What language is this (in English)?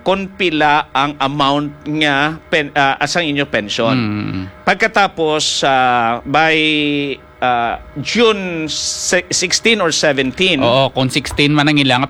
Hiligaynon